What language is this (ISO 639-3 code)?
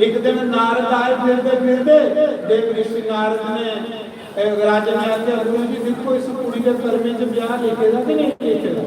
doi